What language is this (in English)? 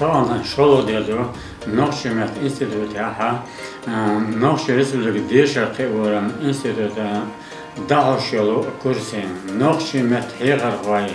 Chechen